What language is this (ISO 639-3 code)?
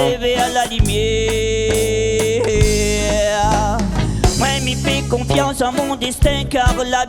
rcf